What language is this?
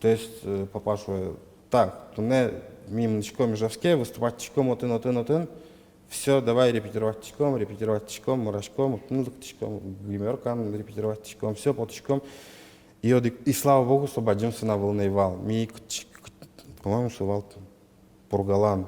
Udmurt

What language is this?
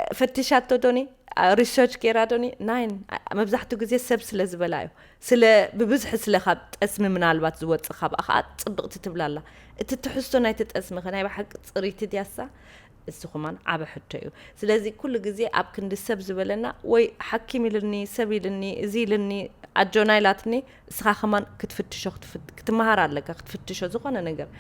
Tigrinya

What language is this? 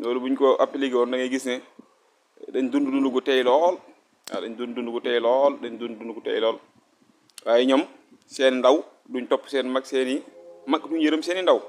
Wolof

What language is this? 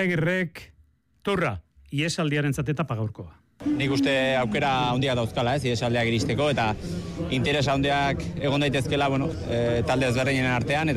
Basque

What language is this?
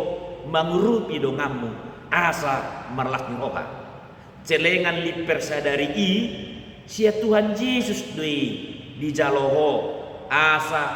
Batak Toba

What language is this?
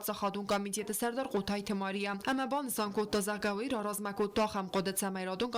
Ossetic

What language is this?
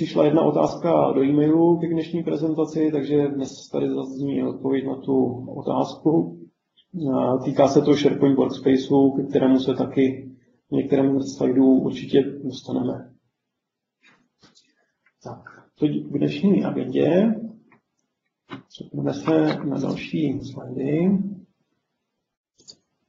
Czech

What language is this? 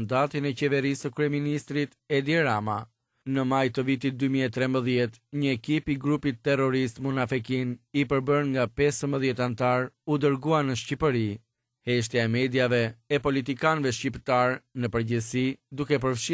Albanian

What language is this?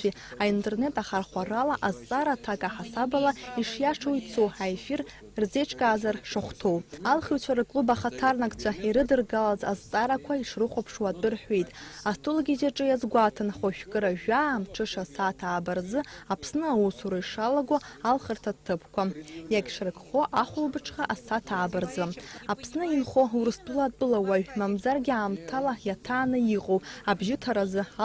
Abkhazian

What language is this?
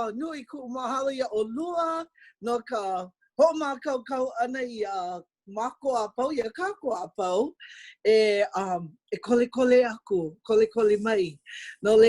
Hawaiian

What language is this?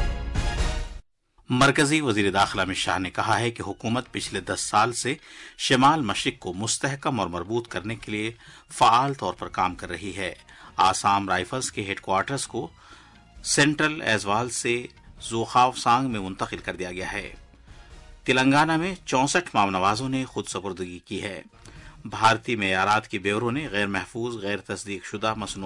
Urdu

